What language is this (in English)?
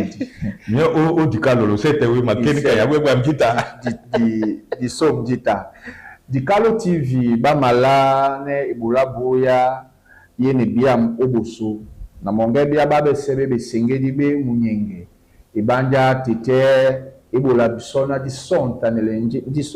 Duala